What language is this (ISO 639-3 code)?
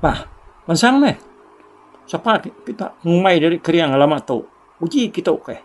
iba